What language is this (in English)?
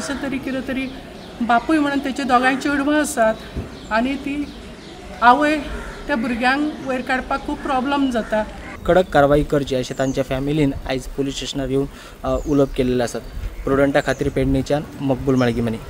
Konkani